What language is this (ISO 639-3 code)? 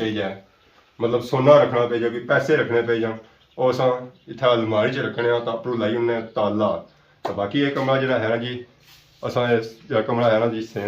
phr